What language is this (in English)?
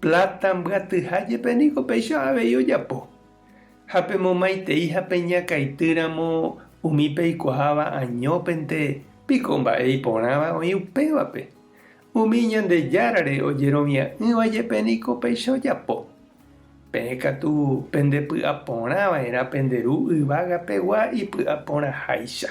Guarani